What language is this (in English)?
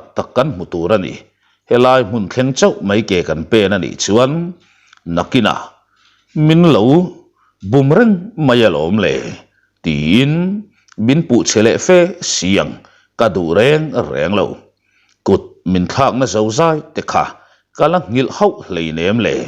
Mizo